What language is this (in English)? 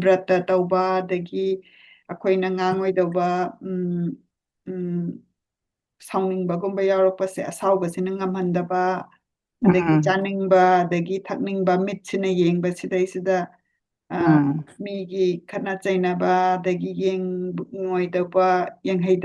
Manipuri